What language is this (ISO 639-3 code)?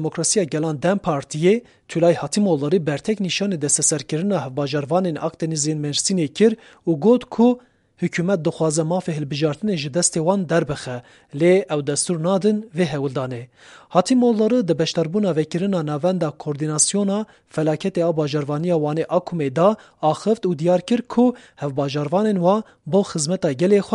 kur